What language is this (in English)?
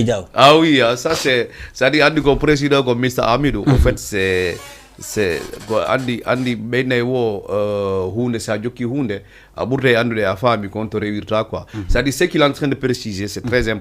Fula